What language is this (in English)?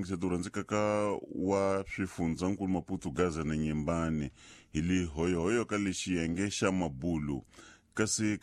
Tsonga